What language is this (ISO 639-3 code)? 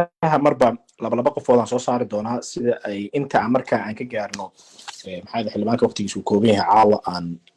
som